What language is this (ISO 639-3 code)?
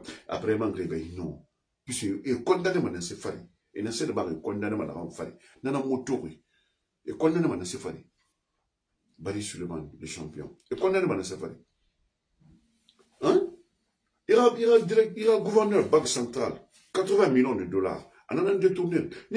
fra